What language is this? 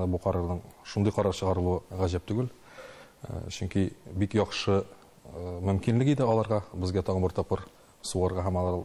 Tatar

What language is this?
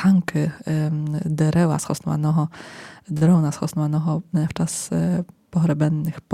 Rusyn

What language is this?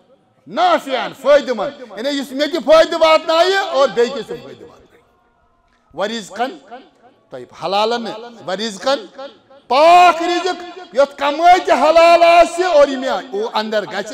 Kashmiri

